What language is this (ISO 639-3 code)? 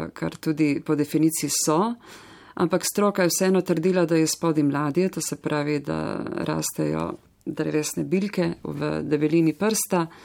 slv